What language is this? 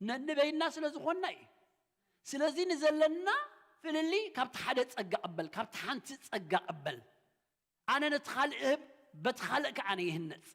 Tigrinya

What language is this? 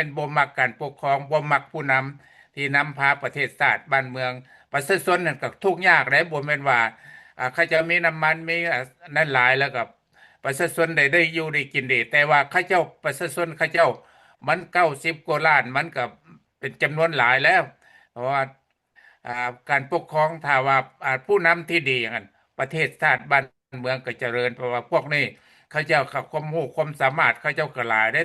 Lao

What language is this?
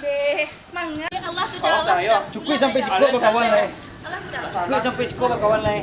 Minangkabau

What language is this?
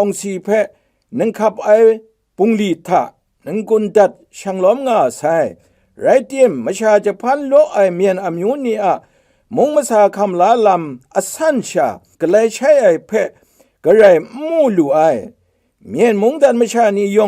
Kachin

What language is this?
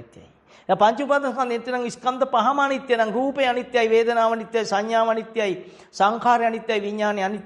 Sinhala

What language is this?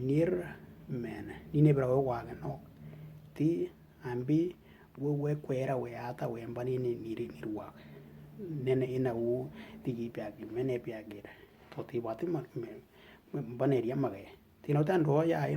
Western Dani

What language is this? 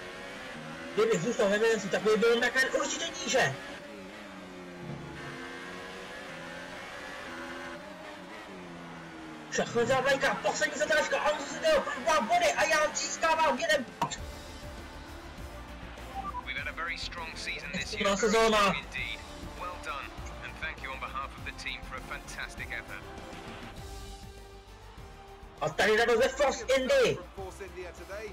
Czech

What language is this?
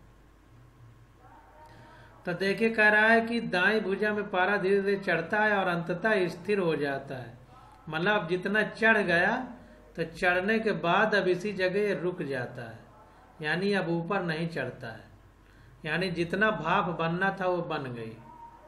Hindi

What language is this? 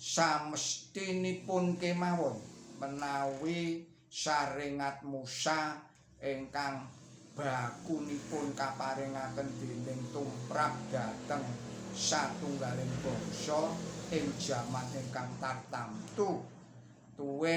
Javanese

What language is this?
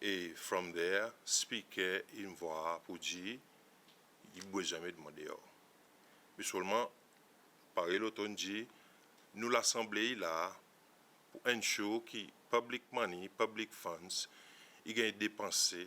Seselwa Creole French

